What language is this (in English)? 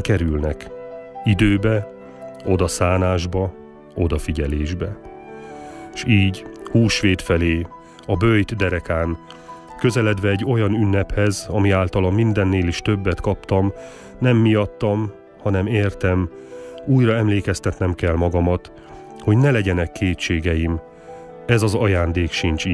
Hungarian